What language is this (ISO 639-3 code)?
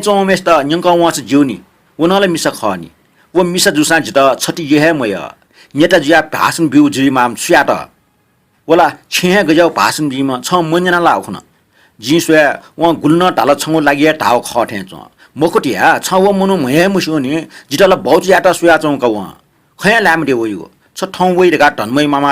new